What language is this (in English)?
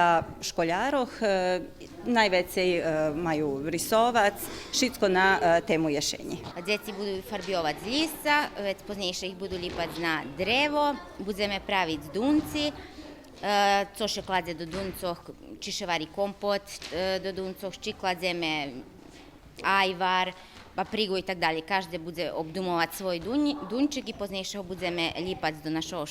Rusyn